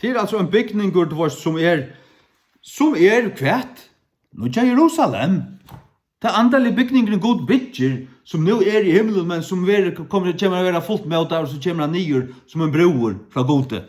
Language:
Faroese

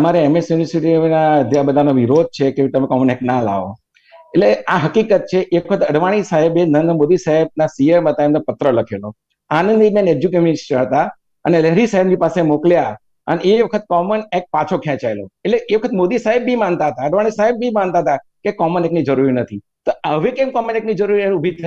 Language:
Gujarati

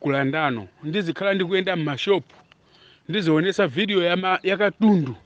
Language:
Nyanja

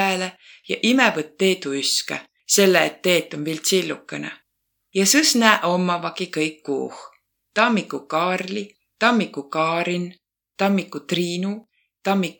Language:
Võro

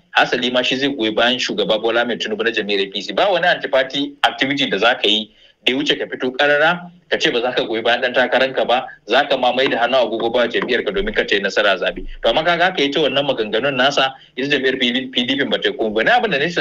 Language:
Hausa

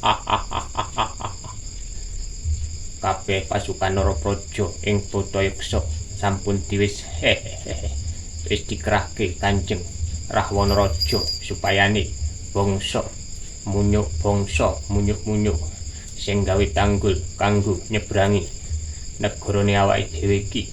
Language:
Javanese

